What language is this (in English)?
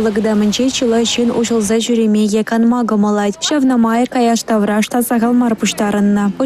Chuvash